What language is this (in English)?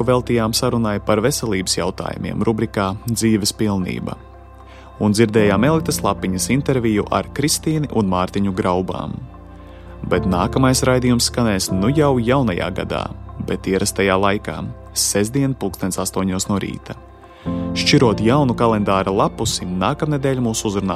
Latvian